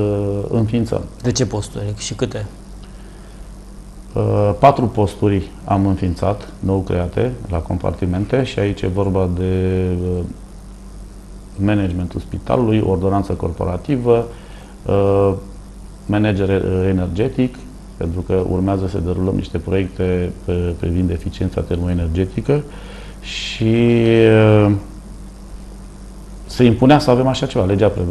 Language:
Romanian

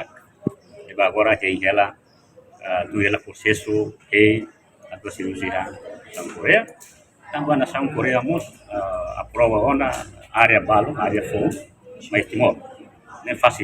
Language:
Tetum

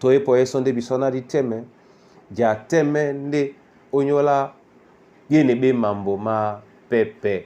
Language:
Duala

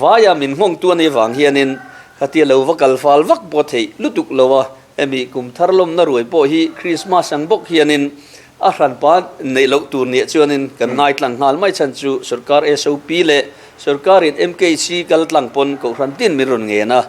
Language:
Mizo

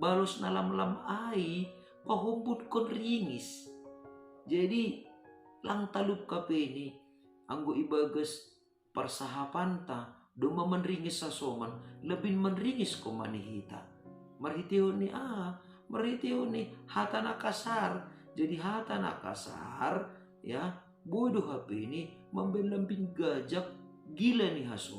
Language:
Batak Simalungun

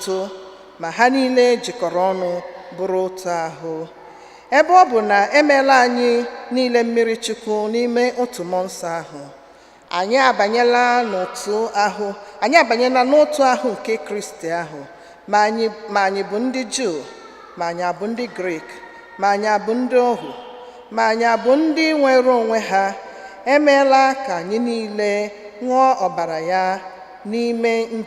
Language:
Igbo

